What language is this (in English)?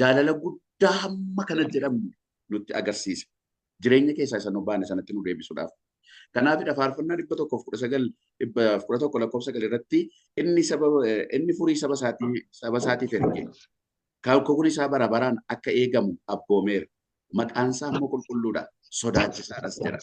Oromo